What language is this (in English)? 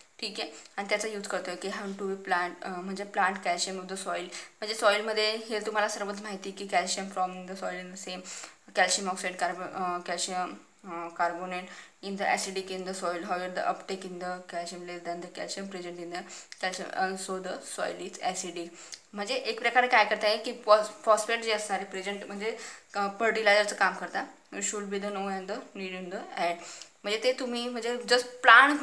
Marathi